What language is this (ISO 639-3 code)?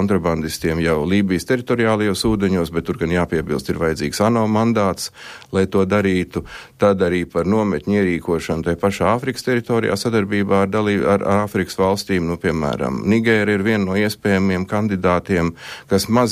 lav